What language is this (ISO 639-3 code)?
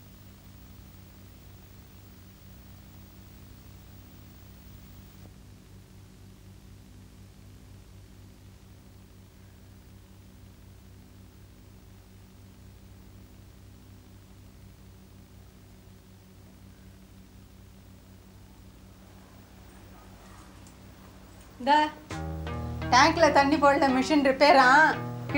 tam